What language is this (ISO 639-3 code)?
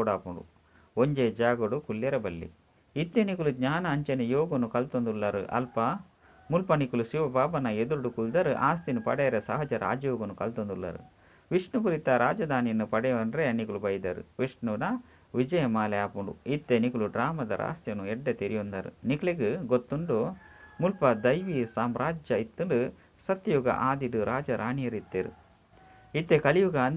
tcy